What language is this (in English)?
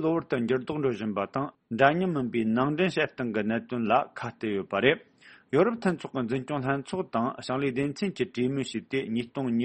Tibetan